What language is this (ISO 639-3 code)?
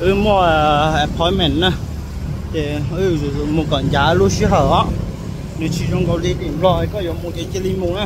hmn